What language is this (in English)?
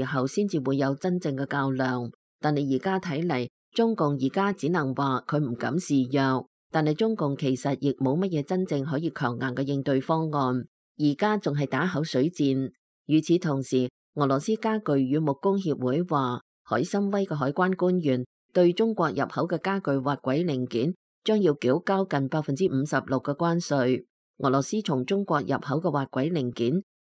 Cantonese